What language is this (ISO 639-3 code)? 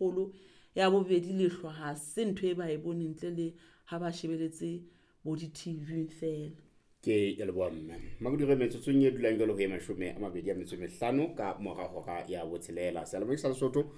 sot